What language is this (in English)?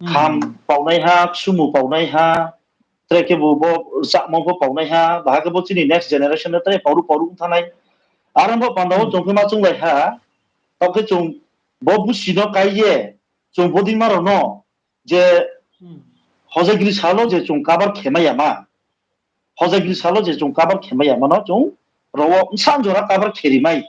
Riang (India)